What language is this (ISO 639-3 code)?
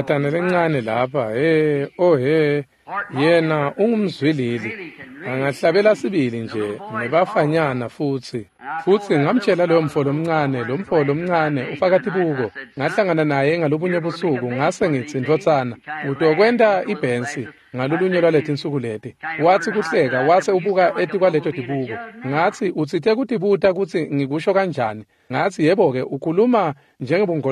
ssw